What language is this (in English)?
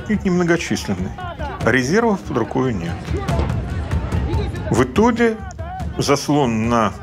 Russian